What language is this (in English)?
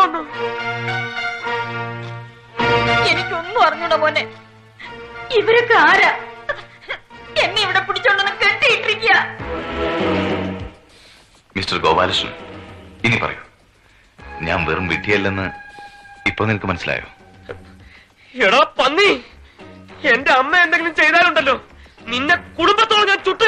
Malayalam